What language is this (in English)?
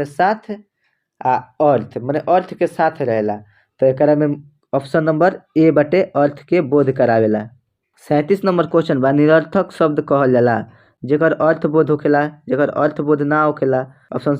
Bhojpuri